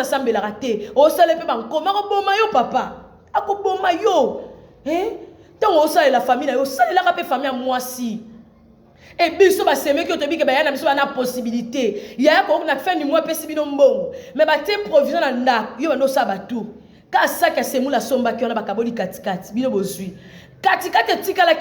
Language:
Lingala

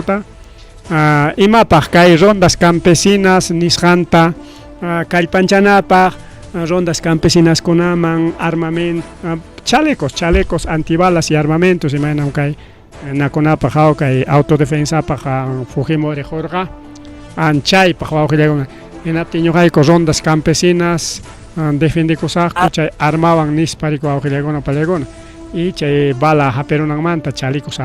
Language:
Ayacucho Quechua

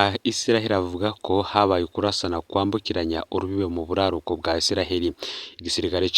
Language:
Rundi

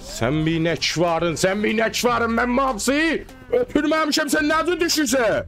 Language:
South Azerbaijani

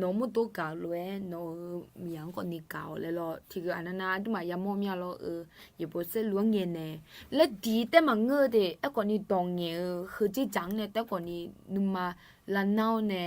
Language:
Akha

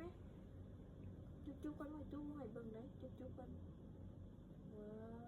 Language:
Lao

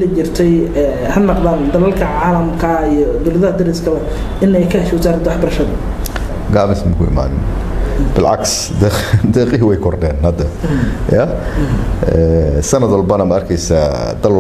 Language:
Somali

